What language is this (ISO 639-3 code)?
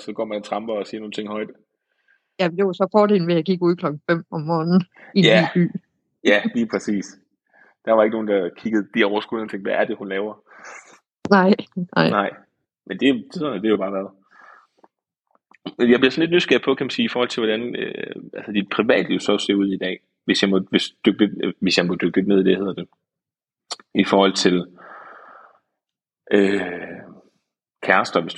dan